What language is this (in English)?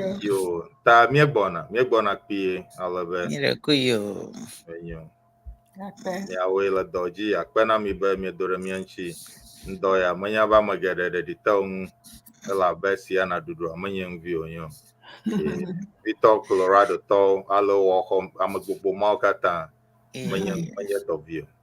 Ewe